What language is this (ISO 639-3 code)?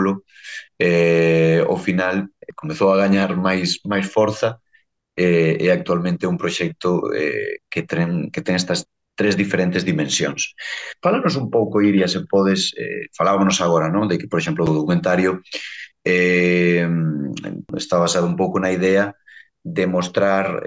glg